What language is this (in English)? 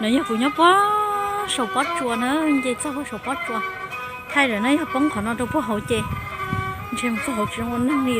Hmong